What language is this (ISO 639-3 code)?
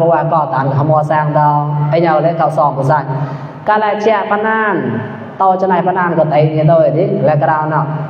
mnw